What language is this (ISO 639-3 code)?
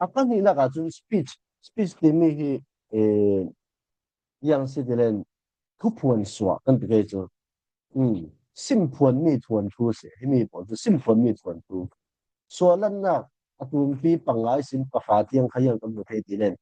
cfm